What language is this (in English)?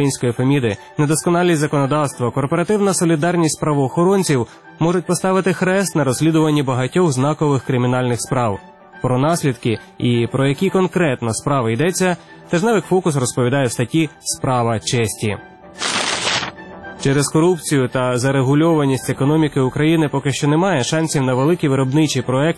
Ukrainian